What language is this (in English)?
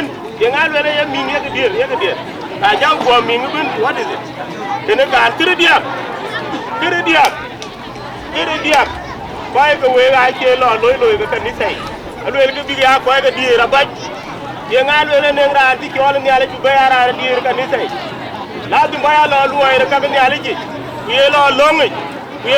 Dinka